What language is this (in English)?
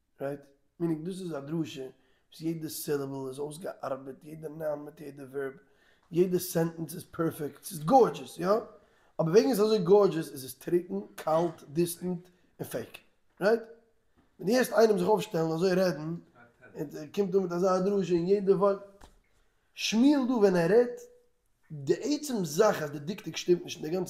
Yiddish